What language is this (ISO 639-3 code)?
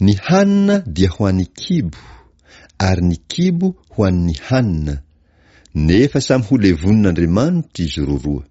mlg